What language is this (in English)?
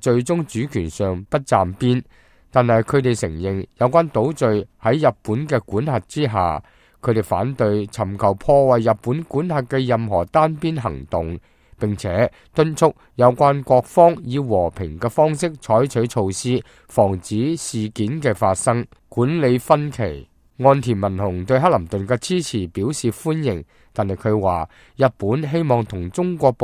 Cantonese